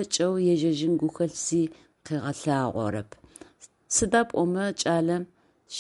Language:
Adyghe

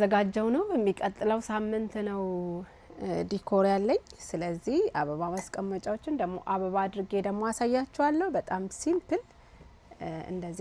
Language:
Amharic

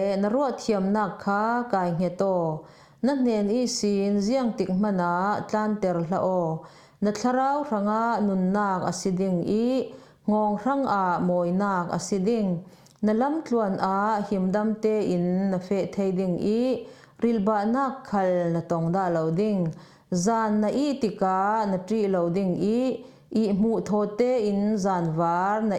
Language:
Falam Chin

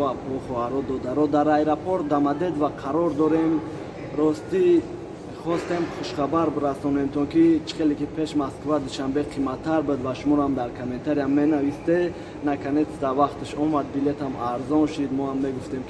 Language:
Tajik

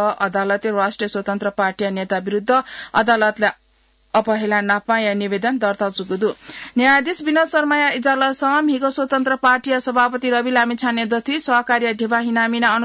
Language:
Newari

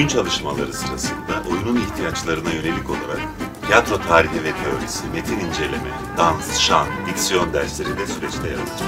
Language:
Turkish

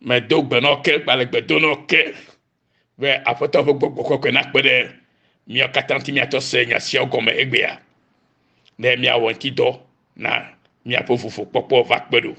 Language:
Ewe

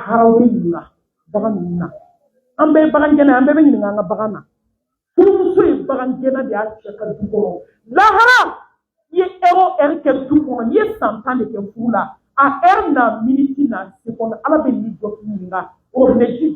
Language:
Bambara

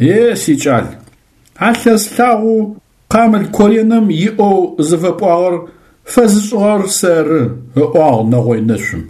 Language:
Adyghe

